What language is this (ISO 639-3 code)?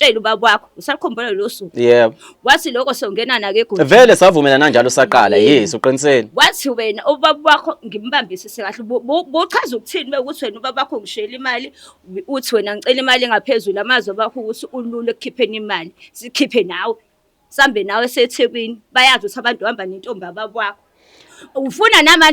zul